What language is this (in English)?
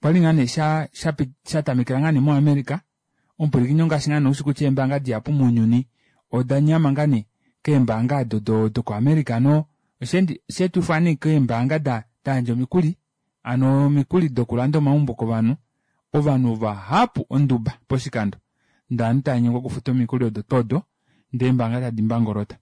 Kuanyama